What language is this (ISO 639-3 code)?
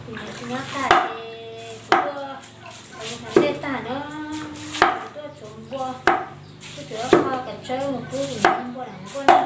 hmn